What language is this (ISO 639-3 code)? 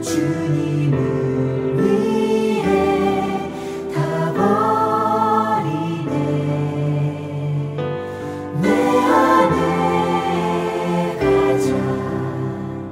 kor